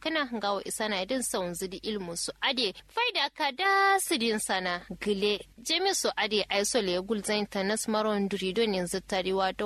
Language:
Kanuri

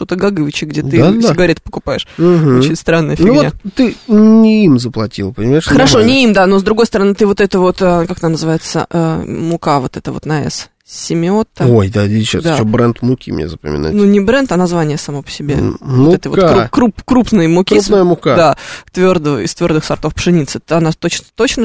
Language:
Russian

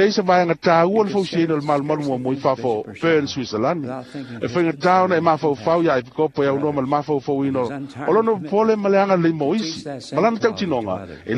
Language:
Samoan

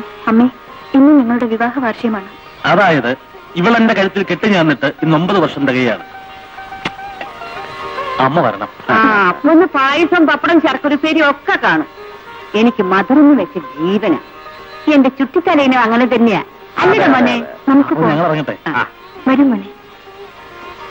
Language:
Malayalam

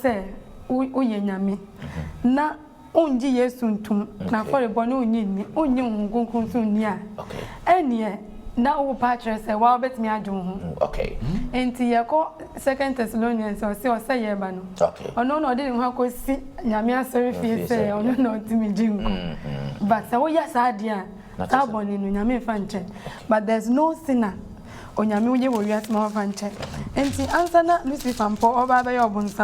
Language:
Akan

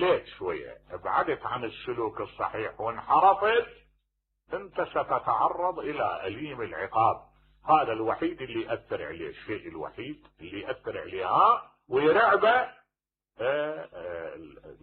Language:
Mesopotamian Arabic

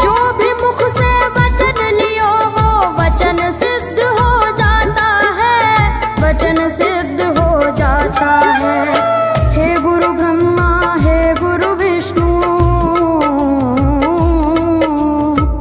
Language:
Hindi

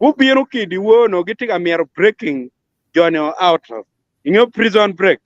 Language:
Acoli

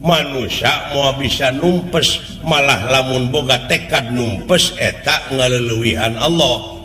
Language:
Sundanese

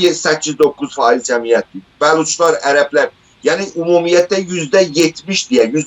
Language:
South Azerbaijani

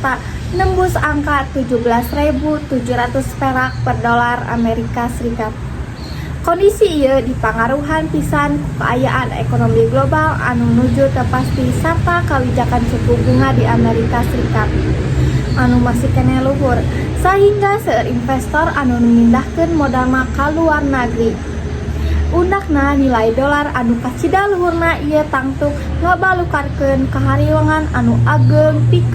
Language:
Sundanese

